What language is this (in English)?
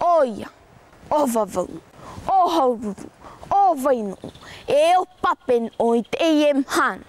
Tahitian